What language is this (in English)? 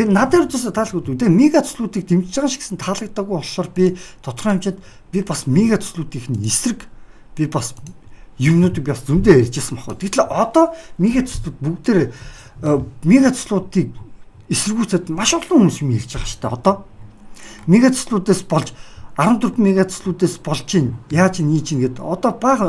Mongolian